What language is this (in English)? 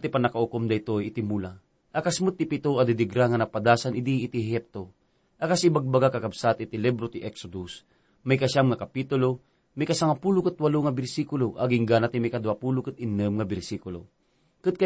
Iloko